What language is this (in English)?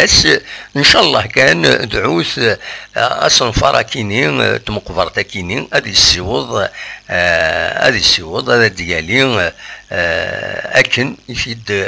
Kabyle